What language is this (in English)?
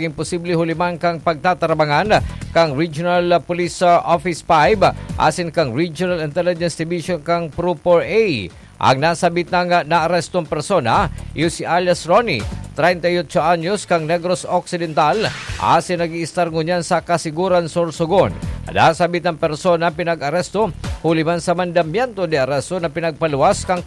Bikol